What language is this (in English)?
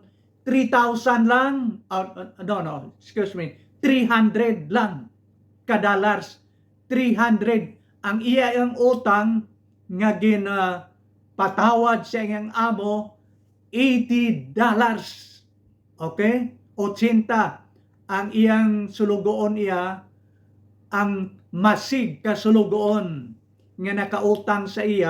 Hiligaynon